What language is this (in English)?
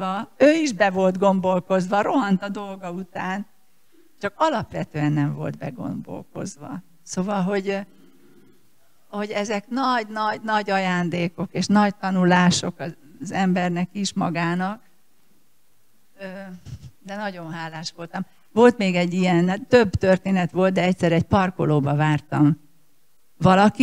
Hungarian